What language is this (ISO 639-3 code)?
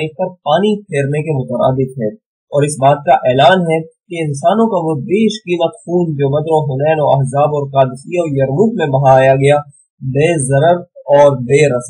urd